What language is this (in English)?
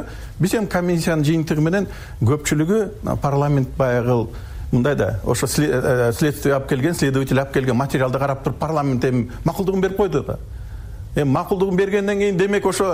Kyrgyz